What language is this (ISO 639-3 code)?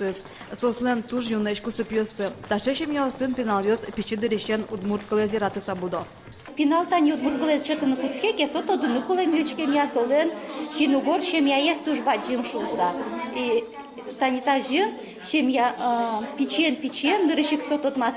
udm